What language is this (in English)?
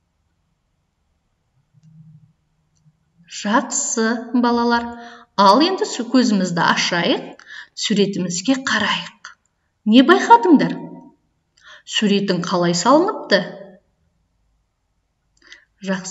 Kazakh